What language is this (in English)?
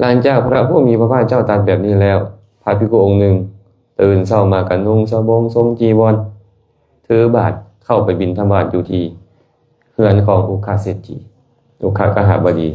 Lao